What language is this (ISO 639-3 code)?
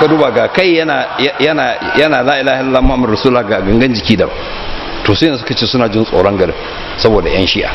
hau